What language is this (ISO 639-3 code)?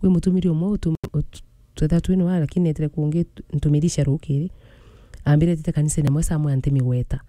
mer